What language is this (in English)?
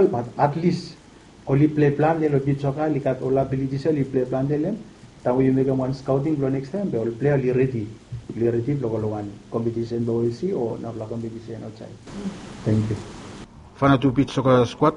Bislama